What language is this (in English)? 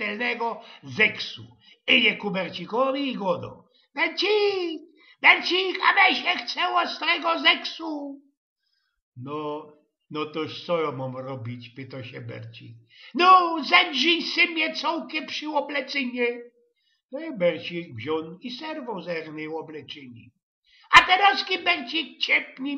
Silesian